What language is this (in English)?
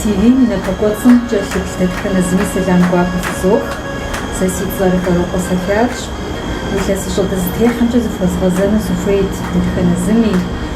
Kabardian